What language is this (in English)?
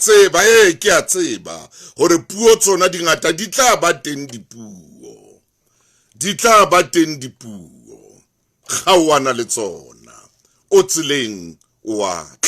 Southern Sotho